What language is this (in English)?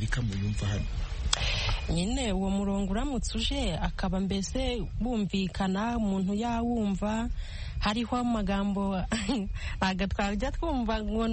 Kinyarwanda